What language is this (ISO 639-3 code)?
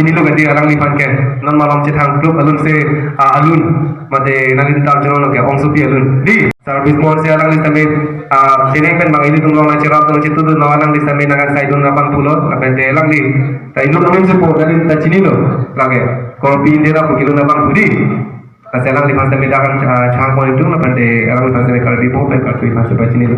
mjw